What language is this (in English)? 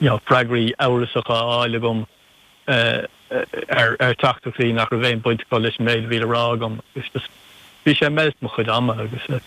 Irish